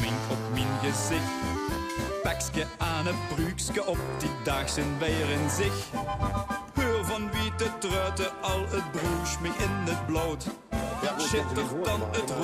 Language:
Limburgish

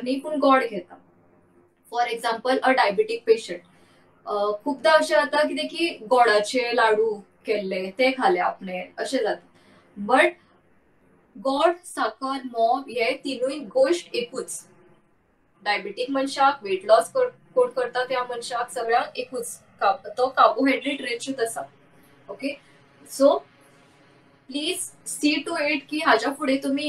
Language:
Konkani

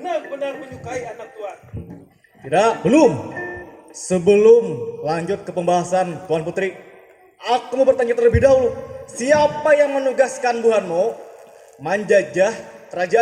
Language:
Banjar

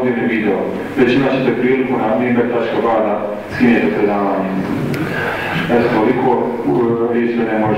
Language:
Bosnian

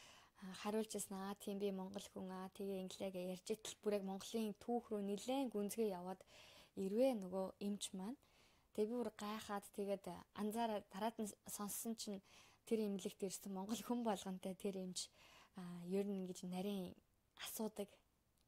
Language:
Mongolian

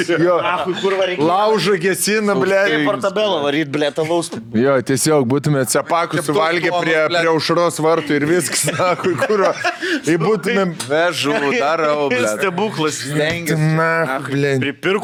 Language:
Lithuanian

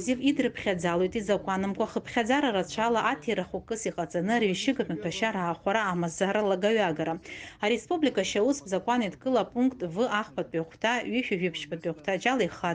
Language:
Abkhazian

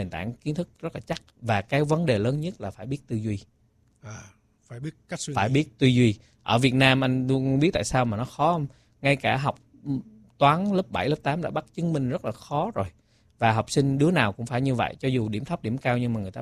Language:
Vietnamese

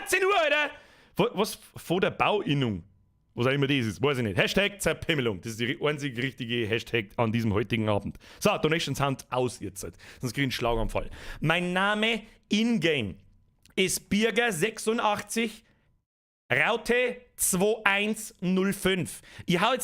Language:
Bavarian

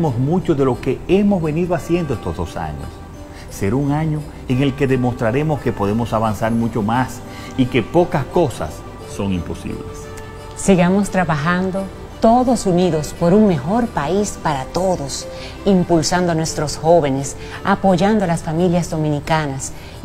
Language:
Spanish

